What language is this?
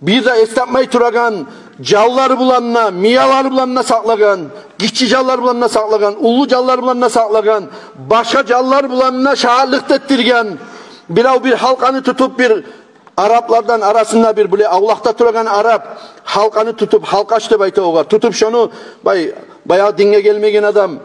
Kumyk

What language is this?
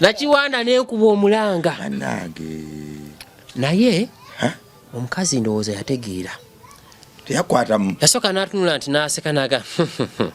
Ganda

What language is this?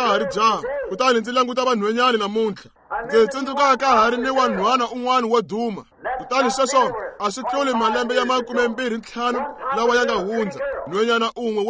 Tsonga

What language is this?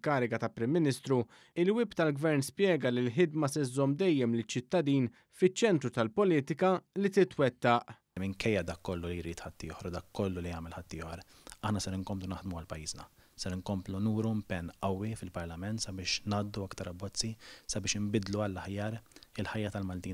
Maltese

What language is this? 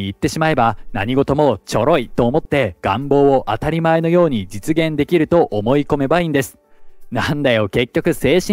Japanese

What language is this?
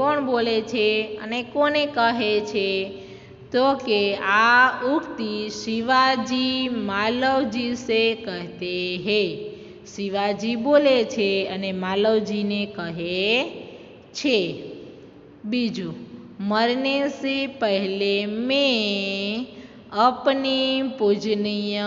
Gujarati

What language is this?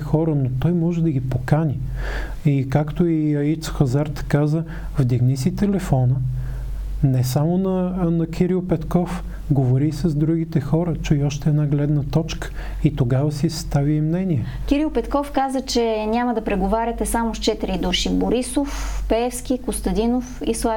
Bulgarian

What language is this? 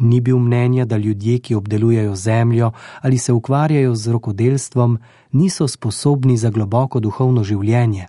Slovenian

